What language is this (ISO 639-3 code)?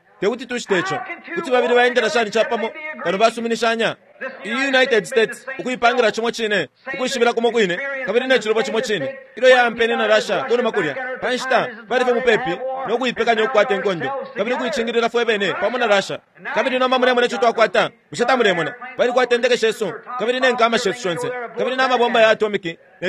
bem